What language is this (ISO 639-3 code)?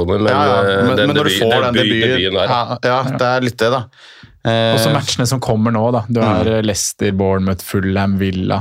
nor